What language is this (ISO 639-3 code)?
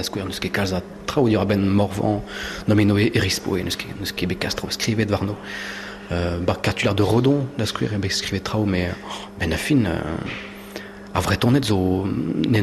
bre